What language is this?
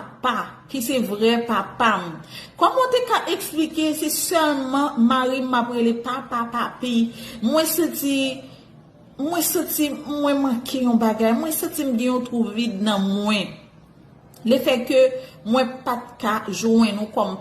Haitian Creole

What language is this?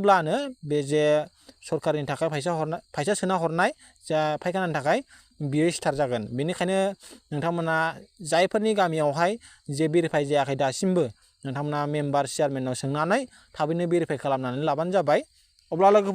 Bodo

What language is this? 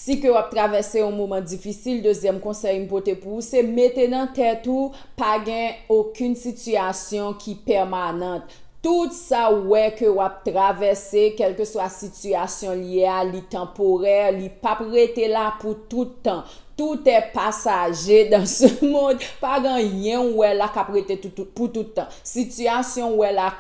Haitian Creole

